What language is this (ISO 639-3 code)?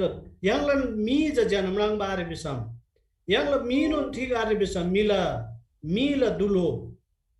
taj